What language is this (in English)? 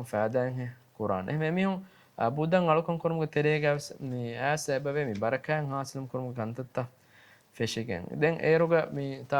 Divehi